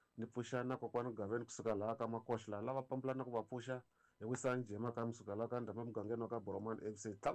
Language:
Tsonga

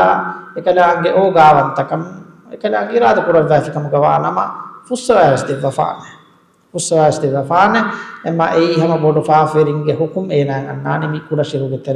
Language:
Divehi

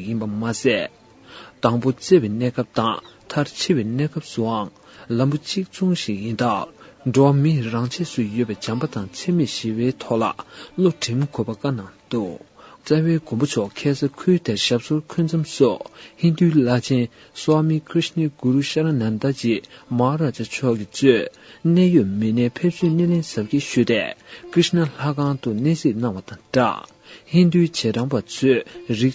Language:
Tibetan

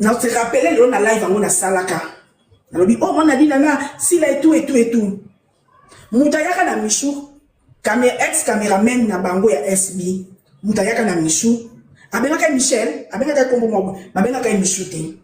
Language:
Lingala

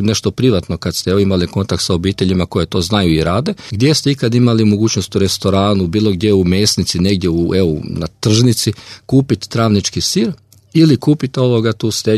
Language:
Croatian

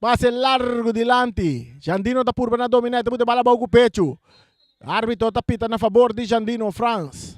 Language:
Papiamento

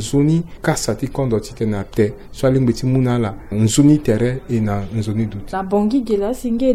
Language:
Sango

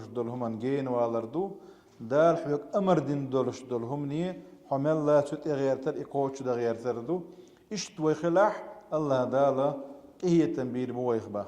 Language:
Chechen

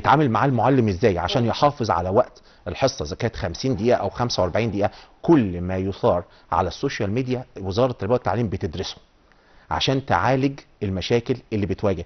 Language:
Egyptian Arabic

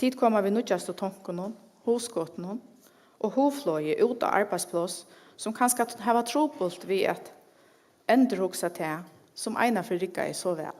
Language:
Faroese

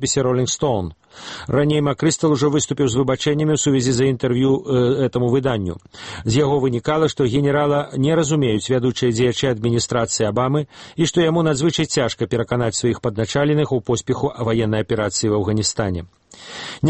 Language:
Belarusian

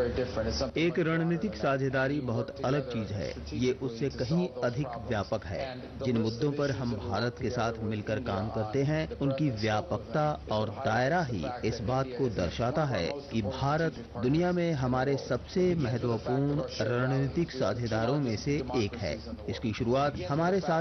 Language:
Hindi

